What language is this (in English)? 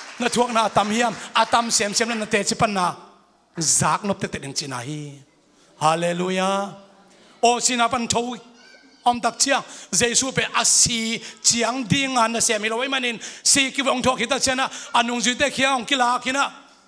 Tedim Chin